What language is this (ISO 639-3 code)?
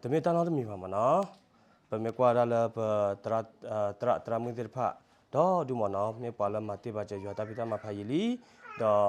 ksw